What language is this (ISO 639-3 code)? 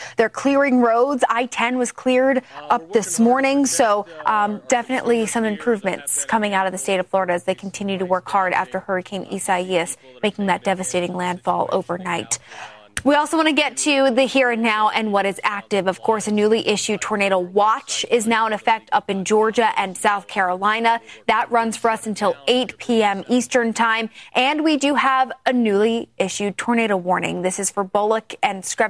eng